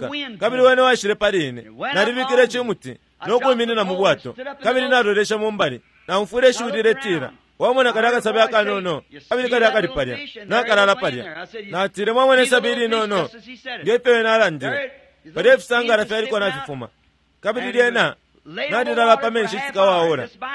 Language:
Bemba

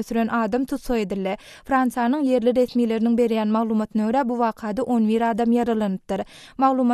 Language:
Turkmen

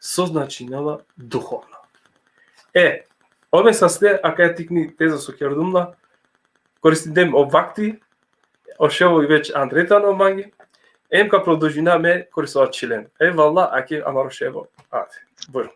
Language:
Balkan Romani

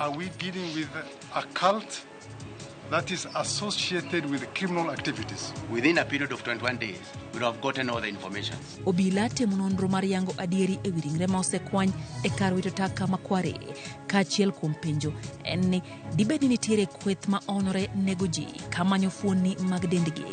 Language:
Luo (Kenya and Tanzania)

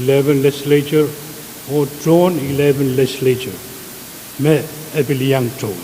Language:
Pohnpeian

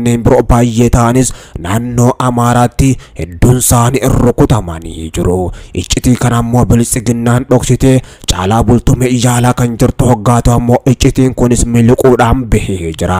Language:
Oromo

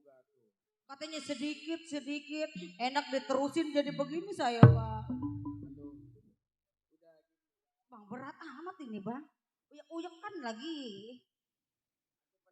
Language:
Betawi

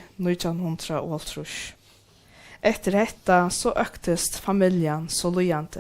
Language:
Faroese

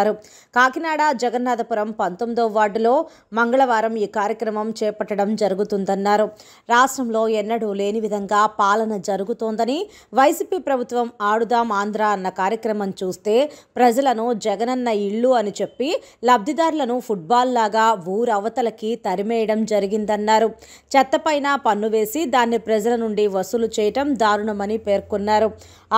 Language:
Telugu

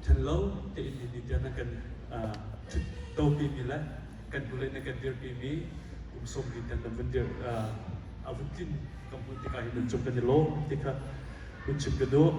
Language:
Hakha Chin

